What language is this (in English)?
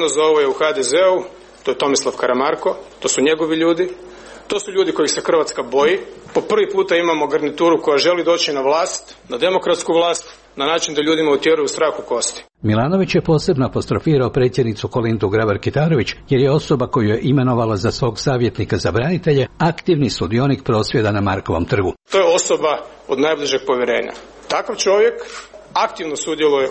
Croatian